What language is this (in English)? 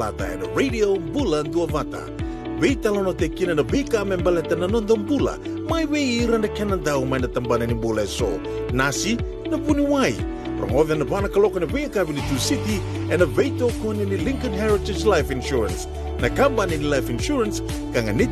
Fijian